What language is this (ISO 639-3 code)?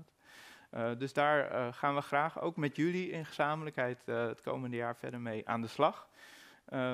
nld